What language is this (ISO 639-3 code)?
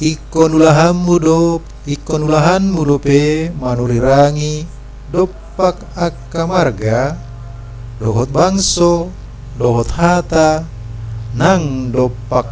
bbc